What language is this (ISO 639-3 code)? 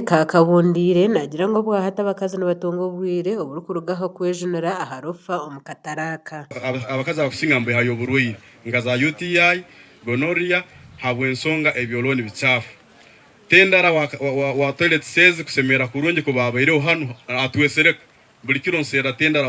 nyn